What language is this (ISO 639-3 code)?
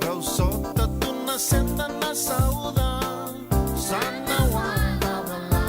fij